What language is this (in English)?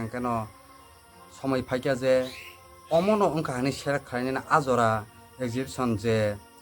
Kok Borok